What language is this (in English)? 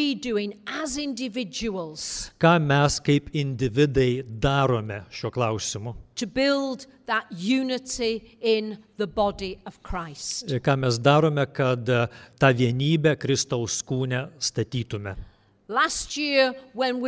Lithuanian